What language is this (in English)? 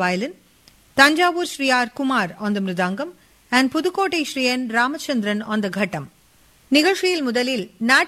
Tamil